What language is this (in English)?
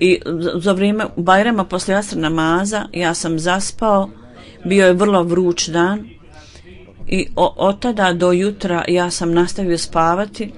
Bosnian